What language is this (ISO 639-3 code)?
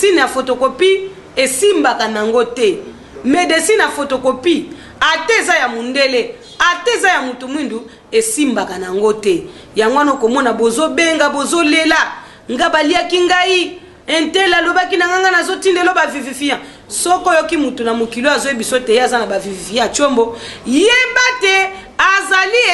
lin